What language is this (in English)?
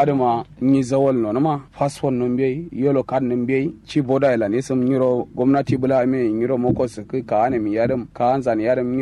Kanuri